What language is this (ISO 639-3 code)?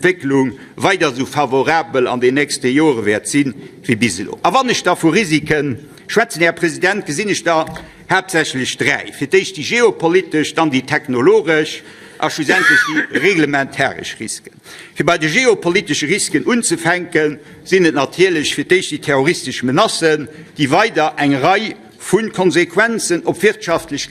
ltz